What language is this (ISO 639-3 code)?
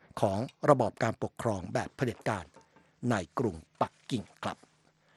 tha